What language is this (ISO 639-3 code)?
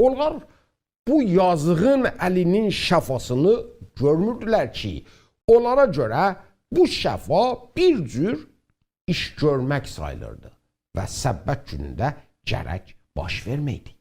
azb